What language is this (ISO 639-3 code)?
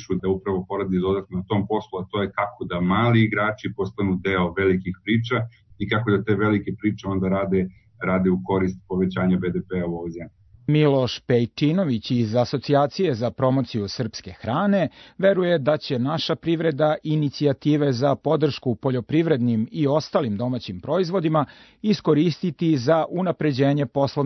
srp